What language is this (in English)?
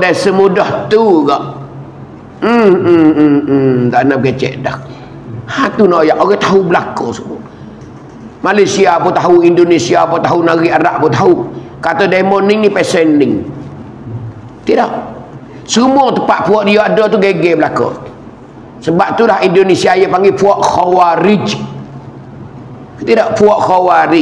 Pattani Malay